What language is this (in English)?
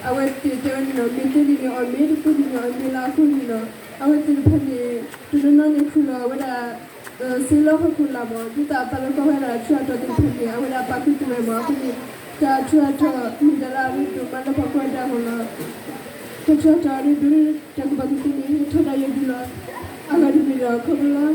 S'gaw Karen